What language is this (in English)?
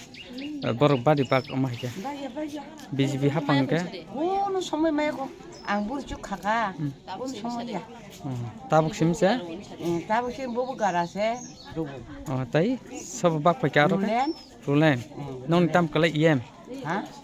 Kok Borok